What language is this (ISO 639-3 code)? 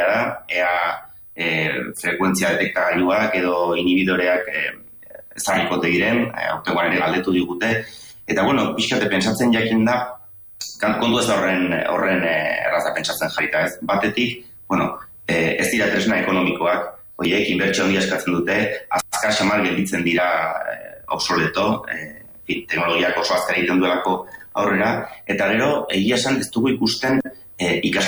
eus